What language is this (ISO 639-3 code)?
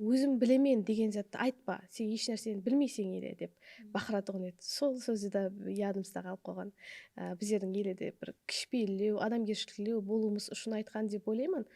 kaa